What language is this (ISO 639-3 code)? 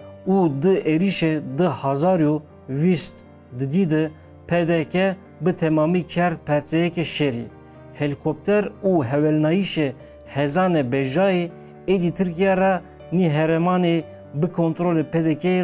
zza